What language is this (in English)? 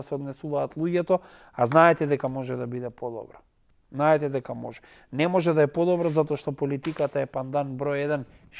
Macedonian